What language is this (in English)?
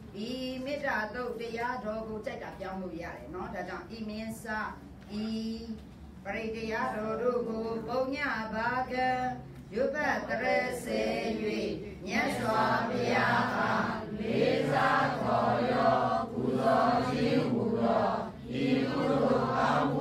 Burmese